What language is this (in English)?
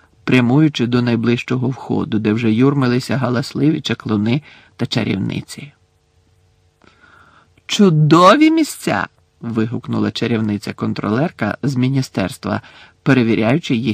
Ukrainian